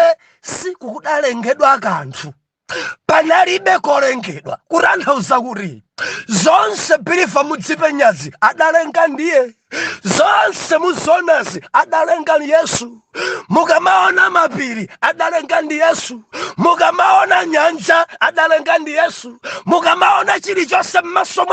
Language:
Nyanja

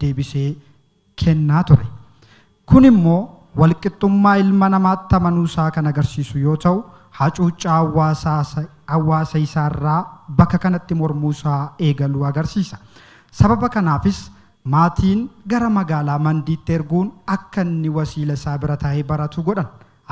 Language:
Oromo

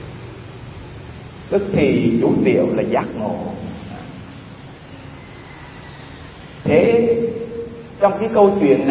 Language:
Vietnamese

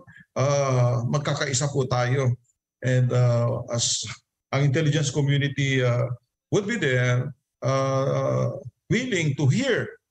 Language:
Filipino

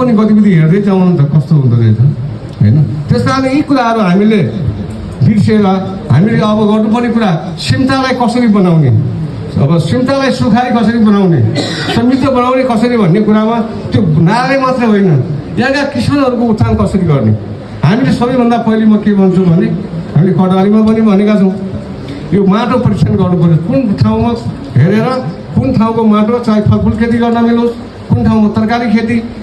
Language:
Nepali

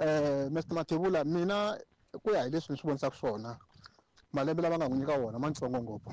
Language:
Tsonga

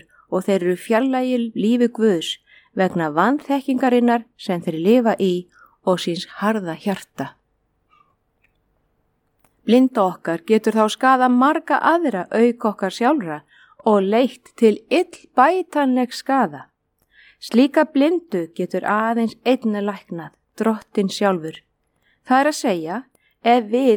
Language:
Icelandic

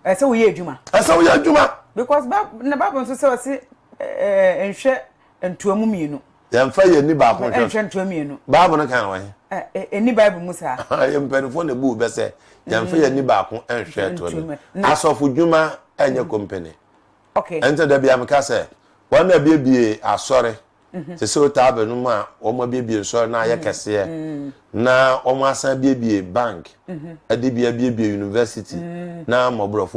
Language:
Akan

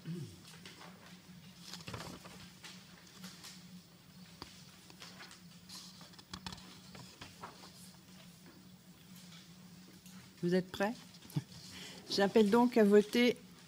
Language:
French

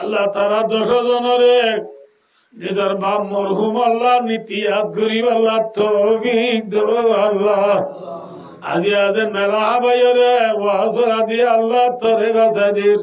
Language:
Rohingya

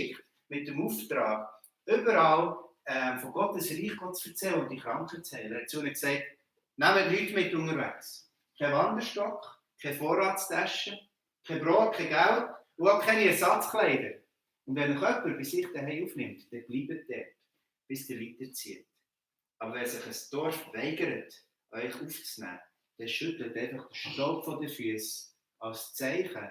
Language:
Swiss German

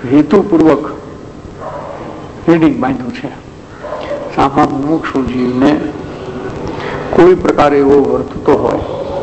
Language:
Gujarati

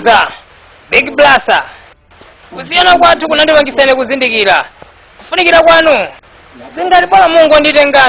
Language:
Nyanja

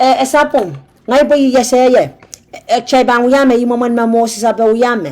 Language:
Pohnpeian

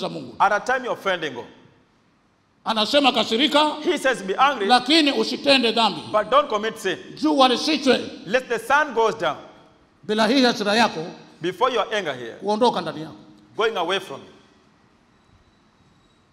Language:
Swahili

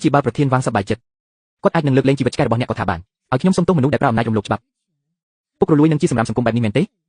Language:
Khmer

